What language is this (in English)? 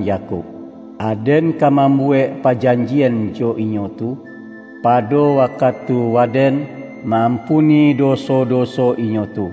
Minangkabau